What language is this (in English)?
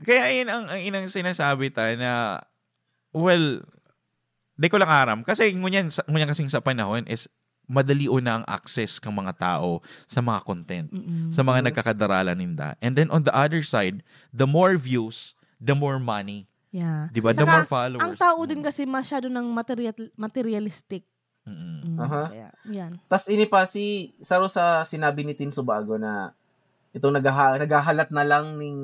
Bikol